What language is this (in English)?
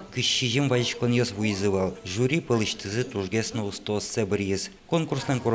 Udmurt